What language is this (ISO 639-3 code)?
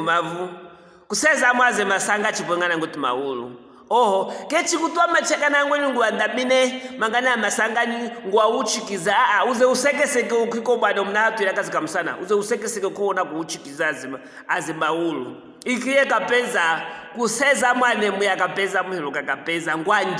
lue